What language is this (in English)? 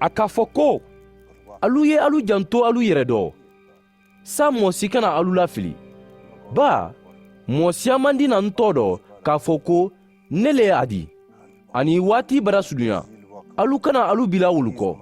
Mandingo